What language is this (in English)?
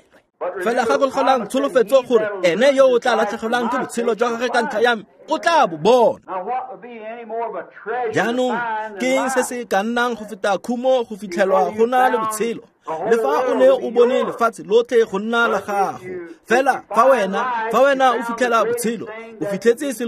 Tswana